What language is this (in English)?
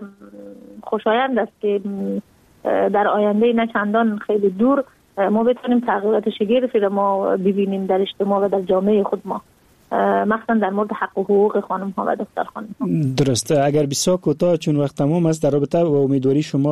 Persian